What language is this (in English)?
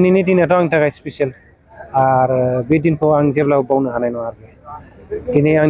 Bodo